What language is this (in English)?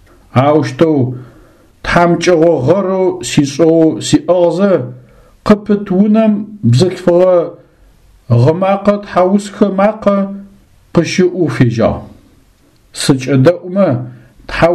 Adyghe